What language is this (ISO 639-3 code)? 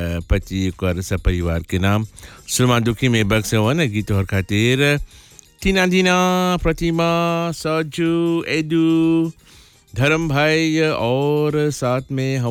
bho